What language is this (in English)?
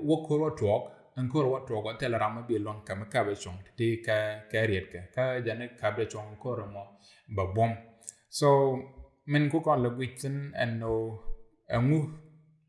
Nuer